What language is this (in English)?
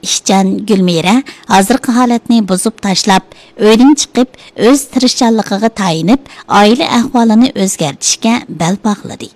Uyghur